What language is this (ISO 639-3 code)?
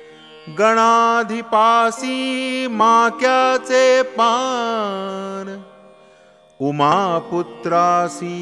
mar